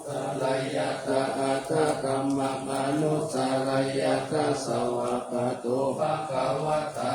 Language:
Pali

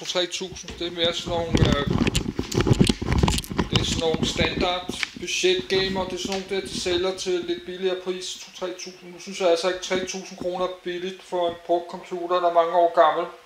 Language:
Danish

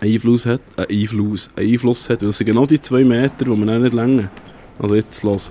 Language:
Swiss German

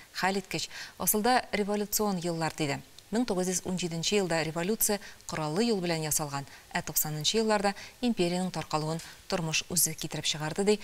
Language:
Tatar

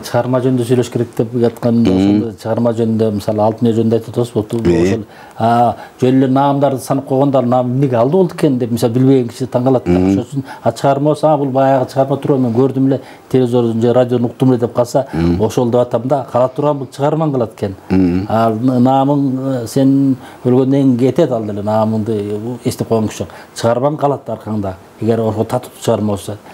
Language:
Kyrgyz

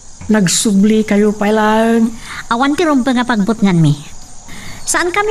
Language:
Iloko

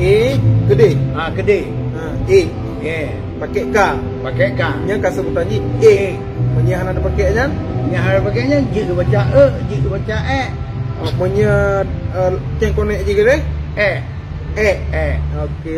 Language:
Achinese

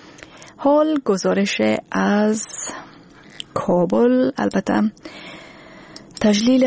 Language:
Persian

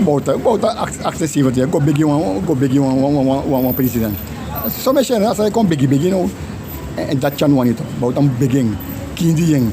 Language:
Sranan Tongo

